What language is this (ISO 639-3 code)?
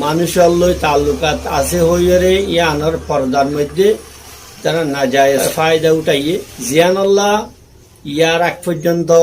rhg